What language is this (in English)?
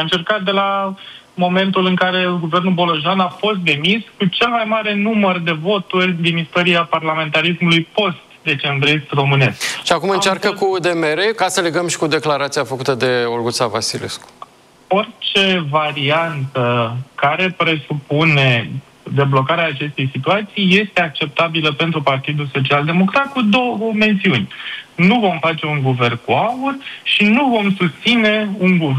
Romanian